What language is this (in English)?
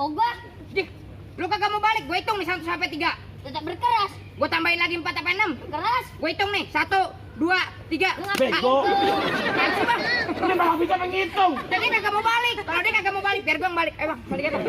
Betawi